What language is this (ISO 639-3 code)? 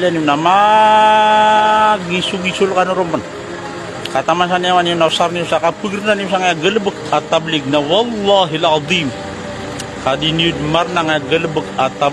mrw